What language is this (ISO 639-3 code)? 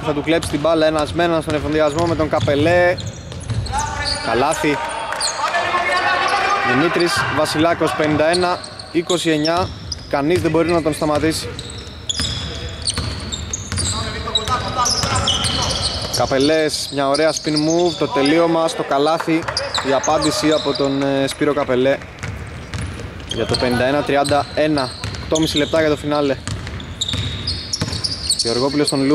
ell